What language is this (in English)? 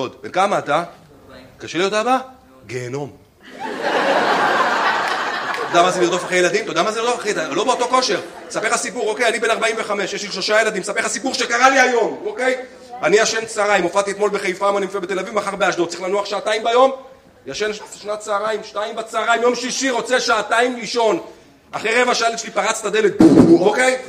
Hebrew